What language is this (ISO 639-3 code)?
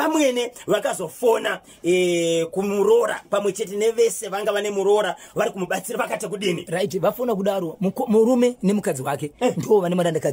sna